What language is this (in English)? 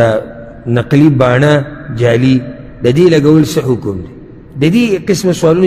Pashto